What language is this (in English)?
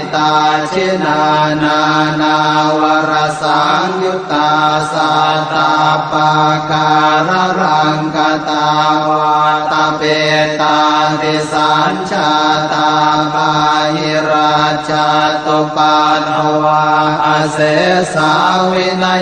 Pali